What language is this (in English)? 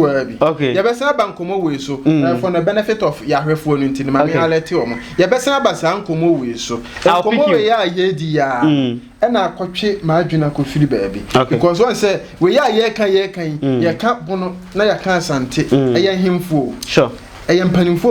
Akan